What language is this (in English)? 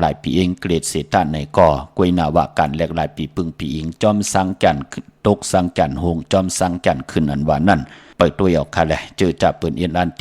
Shan